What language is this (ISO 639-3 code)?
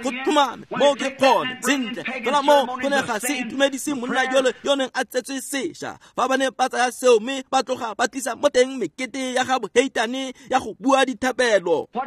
tsn